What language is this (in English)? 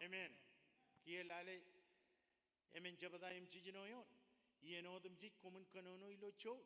Marshallese